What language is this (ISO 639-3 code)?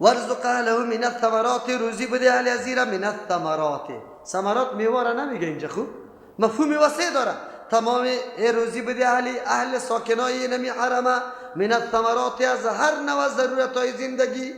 fas